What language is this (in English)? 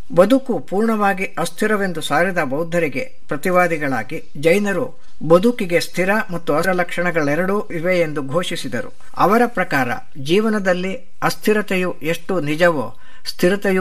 Kannada